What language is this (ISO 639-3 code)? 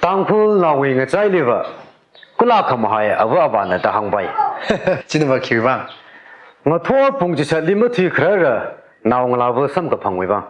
nmf